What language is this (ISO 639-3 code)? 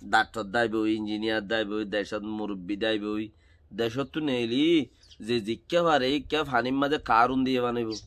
rhg